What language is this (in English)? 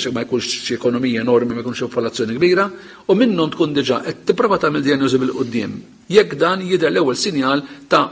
Maltese